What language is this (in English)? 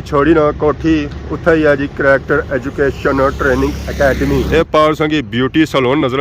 Pahari-Potwari